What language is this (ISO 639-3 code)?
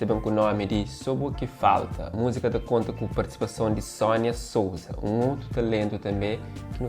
kea